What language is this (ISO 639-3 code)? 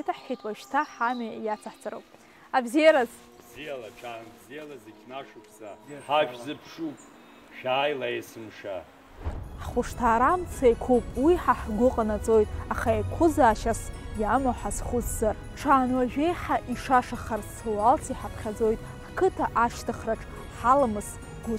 abk